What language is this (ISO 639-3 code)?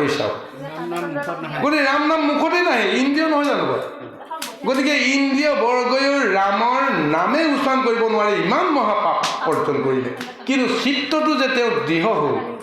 asm